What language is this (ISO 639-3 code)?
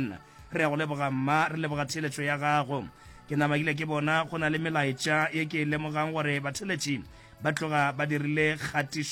nso